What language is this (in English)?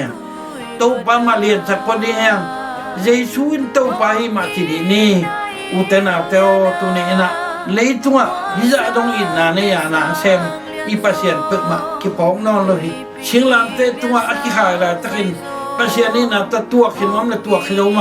Tedim Chin